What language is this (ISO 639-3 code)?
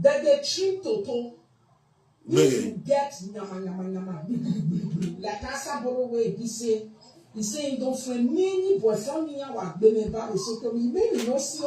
pcm